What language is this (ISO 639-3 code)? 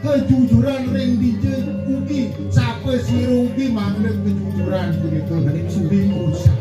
ban